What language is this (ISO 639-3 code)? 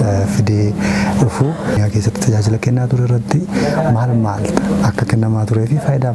orm